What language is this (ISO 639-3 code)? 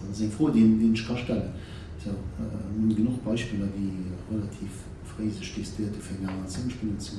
ltz